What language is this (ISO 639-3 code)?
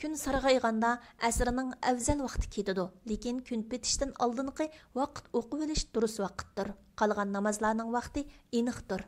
uig